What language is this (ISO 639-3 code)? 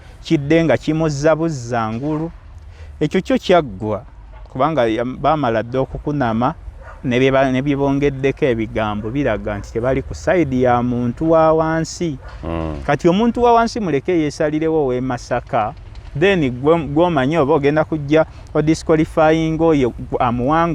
lug